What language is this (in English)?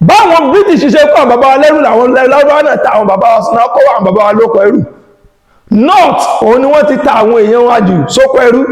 Yoruba